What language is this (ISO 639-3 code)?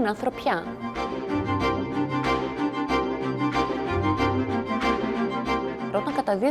ell